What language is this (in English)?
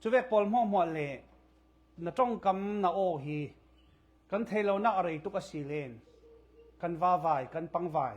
Falam Chin